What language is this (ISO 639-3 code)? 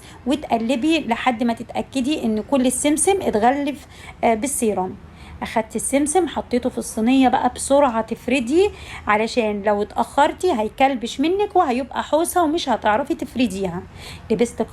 arz